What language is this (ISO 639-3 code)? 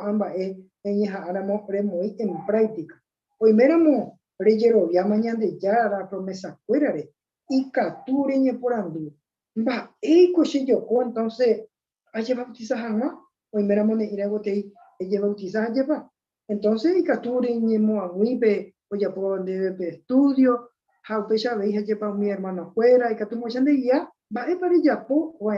grn